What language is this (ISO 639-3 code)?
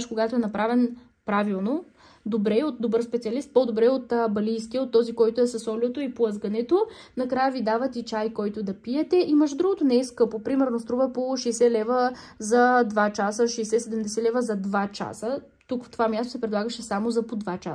bul